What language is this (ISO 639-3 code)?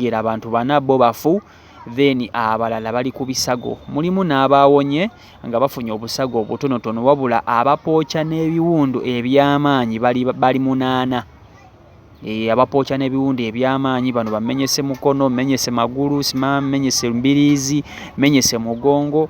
lug